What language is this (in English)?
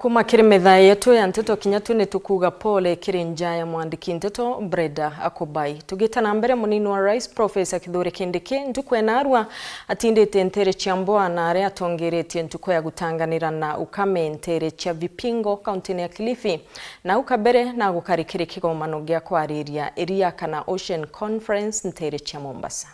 Meru